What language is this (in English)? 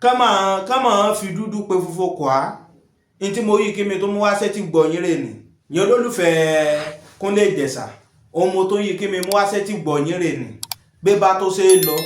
Yoruba